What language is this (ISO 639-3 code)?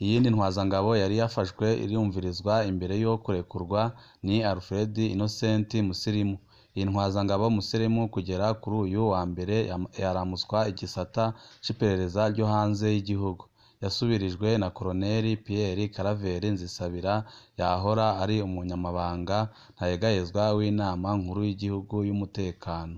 run